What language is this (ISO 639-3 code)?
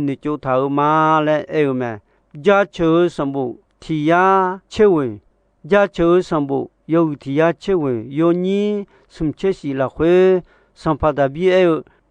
ahk